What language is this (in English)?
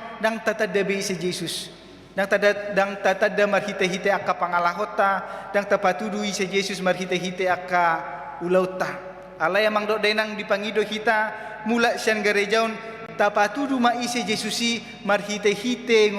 Batak Toba